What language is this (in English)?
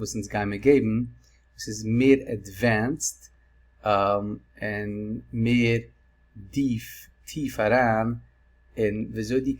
Yiddish